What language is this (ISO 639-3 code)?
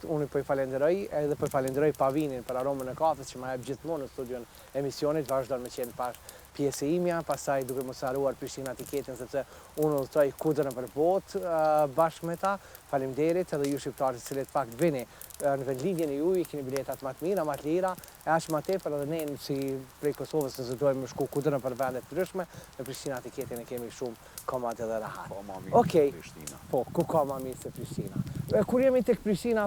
sqi